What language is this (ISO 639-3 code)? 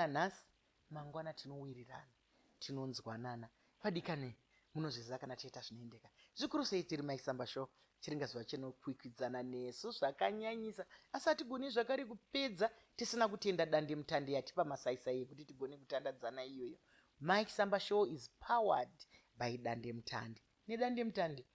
sna